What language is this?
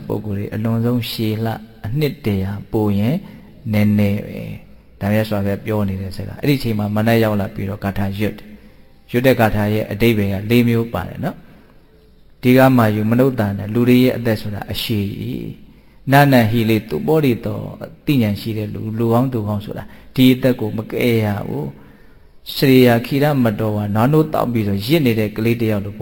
Burmese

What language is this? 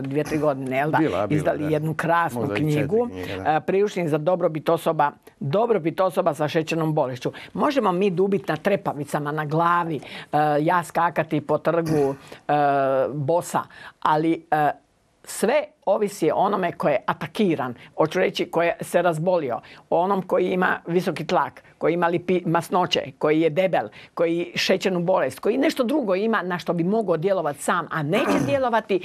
Croatian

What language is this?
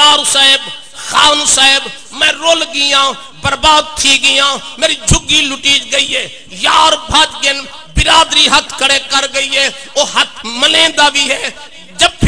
Saraiki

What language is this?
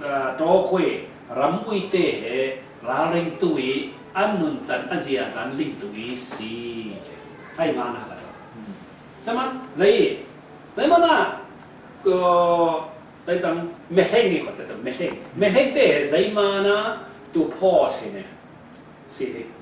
Falam Chin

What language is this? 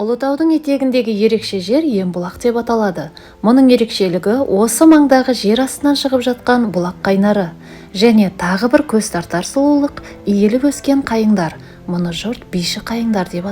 Kazakh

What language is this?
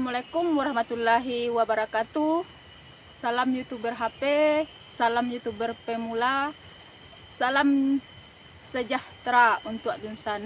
Minangkabau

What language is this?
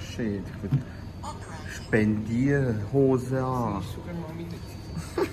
Swiss German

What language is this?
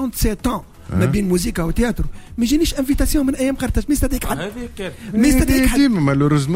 Tunisian Arabic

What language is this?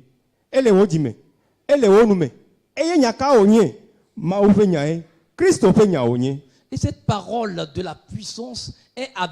Ewe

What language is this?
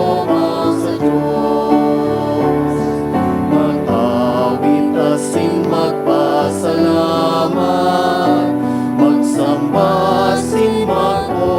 Bikol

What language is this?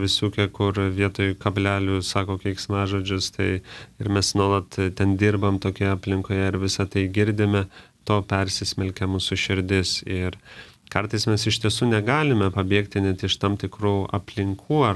Lithuanian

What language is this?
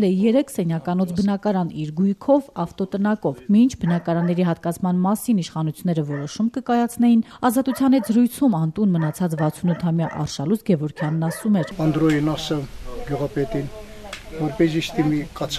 Armenian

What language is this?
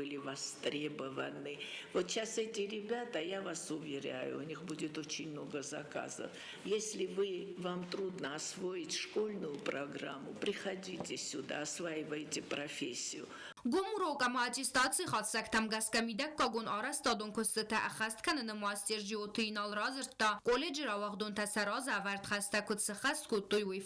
Ossetic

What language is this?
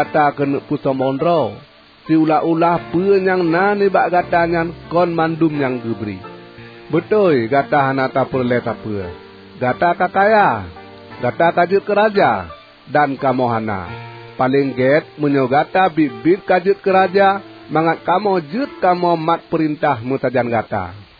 Achinese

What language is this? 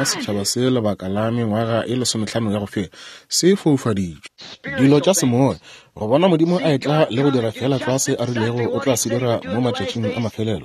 Northern Sotho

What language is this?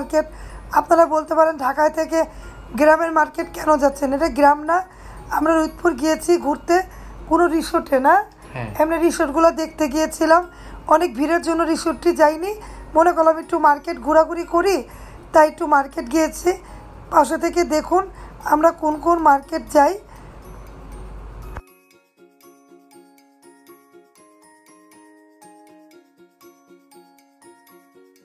Bangla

